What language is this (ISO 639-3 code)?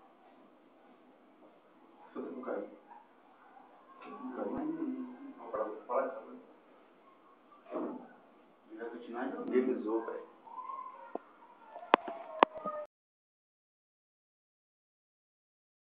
por